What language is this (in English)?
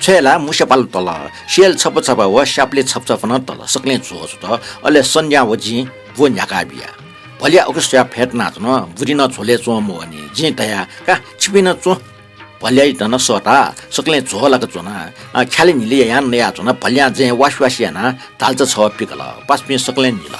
Newari